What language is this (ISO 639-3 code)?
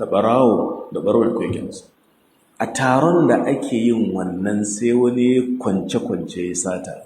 hau